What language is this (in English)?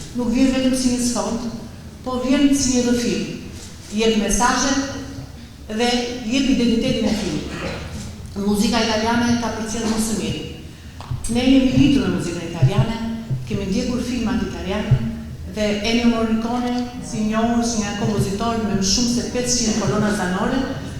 Albanian